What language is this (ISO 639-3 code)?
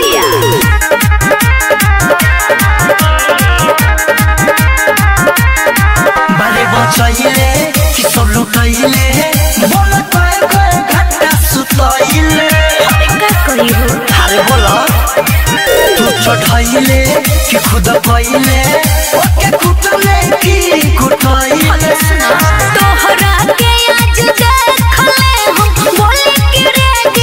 bho